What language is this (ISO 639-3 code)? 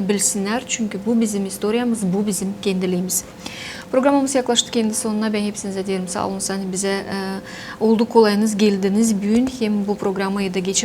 gag